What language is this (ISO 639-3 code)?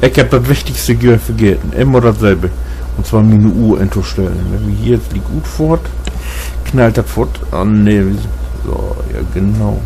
nds